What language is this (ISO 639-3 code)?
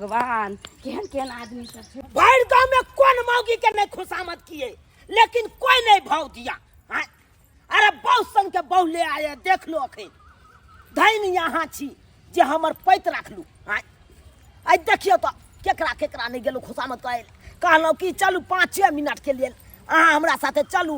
mai